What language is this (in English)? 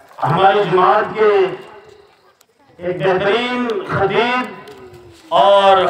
Urdu